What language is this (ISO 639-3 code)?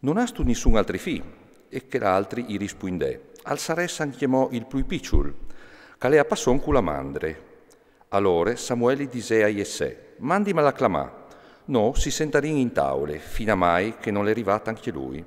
fur